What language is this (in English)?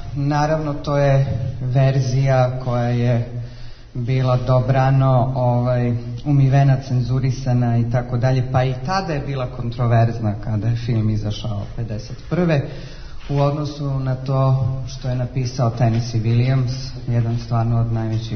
Serbian